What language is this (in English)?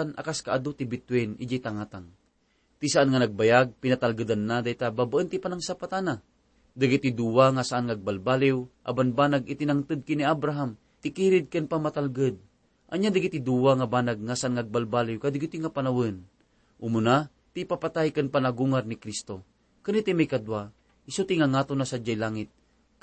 Iloko